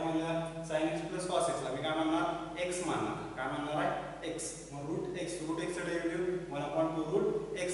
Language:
Marathi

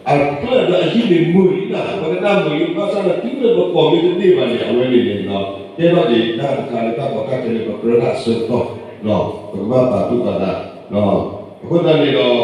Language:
S'gaw Karen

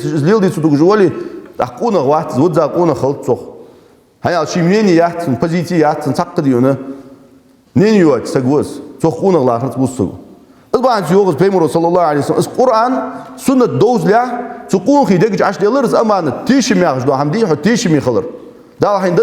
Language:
Ingush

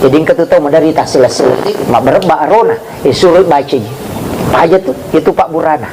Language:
Buginese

